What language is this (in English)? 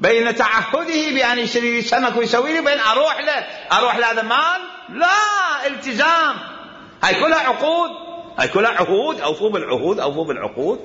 Mesopotamian Arabic